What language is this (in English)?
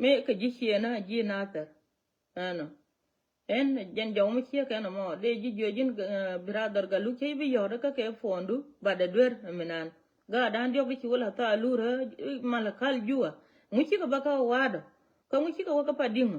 Nuer